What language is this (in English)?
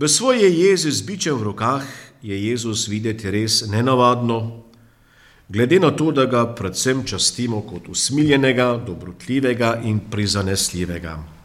Slovenian